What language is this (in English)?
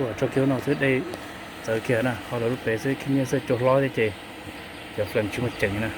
Hmong